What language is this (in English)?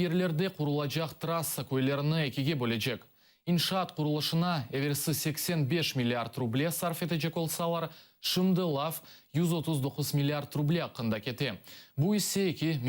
Crimean Tatar